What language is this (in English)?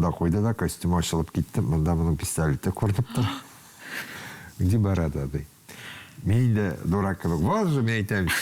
Tatar